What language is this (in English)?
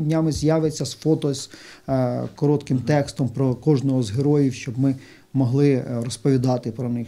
Ukrainian